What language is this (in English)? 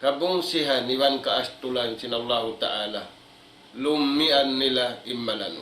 Tausug